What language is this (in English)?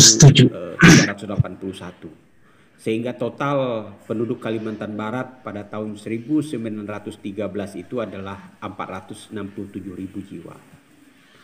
Indonesian